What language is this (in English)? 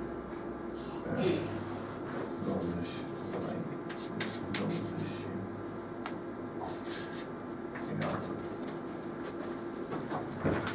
Romanian